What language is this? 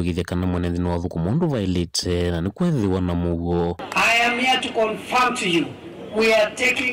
Kamba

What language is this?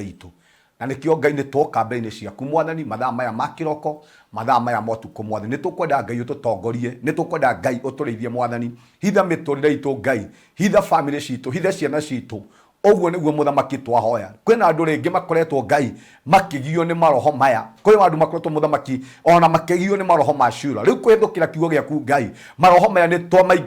Kikuyu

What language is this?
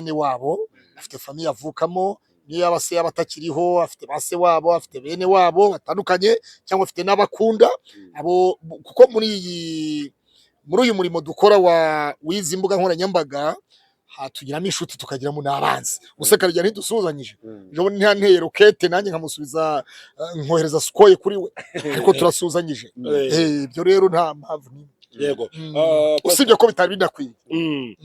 Kinyarwanda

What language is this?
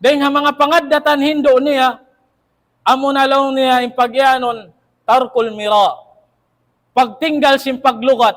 Tausug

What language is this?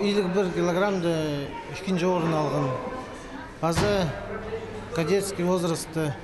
Khakas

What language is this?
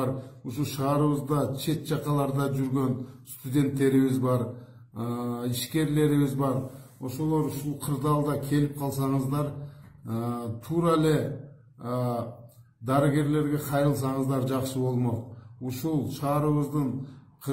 Kyrgyz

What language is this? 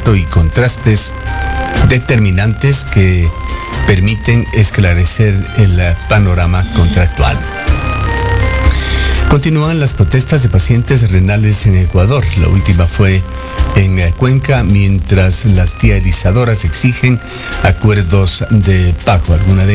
Spanish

